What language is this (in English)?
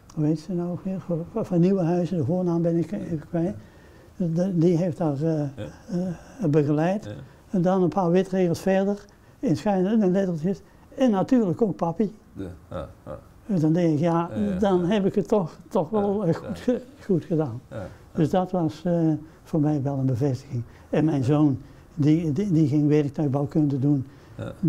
Dutch